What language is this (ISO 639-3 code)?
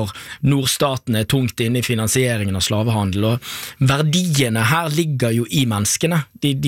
nor